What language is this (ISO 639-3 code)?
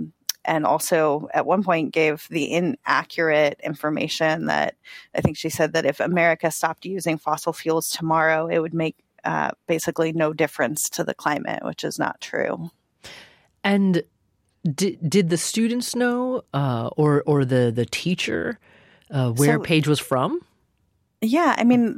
eng